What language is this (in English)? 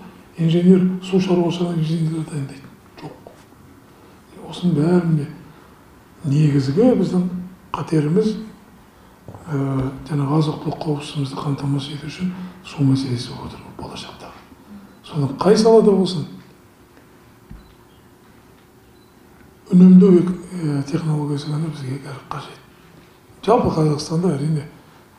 Kazakh